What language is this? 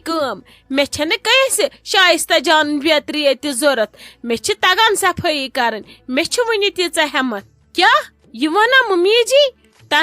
Kashmiri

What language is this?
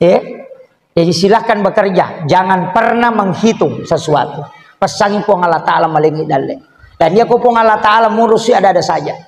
Buginese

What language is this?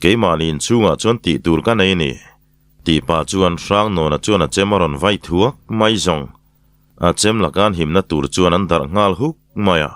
Mizo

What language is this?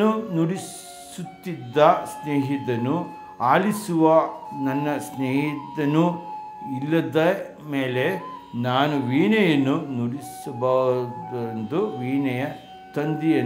Kannada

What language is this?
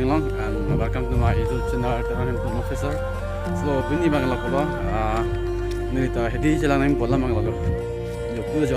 Karbi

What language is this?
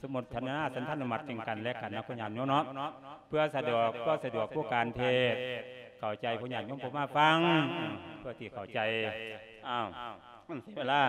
Lao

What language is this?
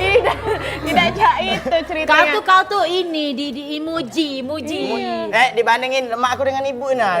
Musi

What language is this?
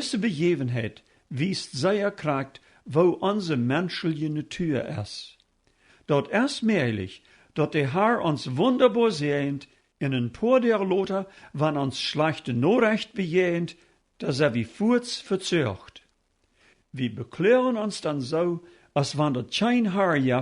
Plautdietsch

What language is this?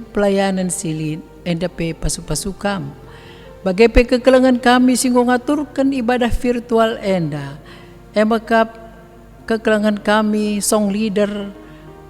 Batak Karo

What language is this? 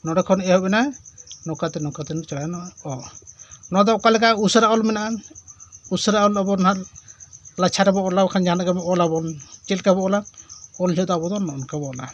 Santali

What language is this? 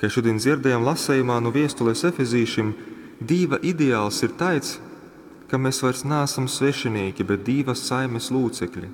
Latgalian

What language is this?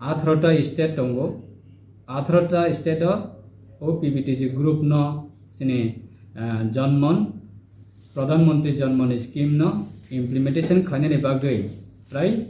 Riang (India)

